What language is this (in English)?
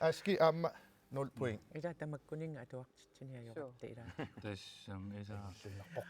Kalaallisut